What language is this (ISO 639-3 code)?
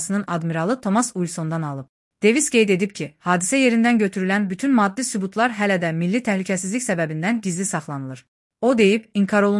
aze